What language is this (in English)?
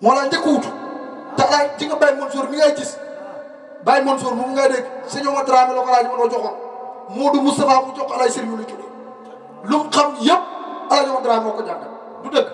Wolof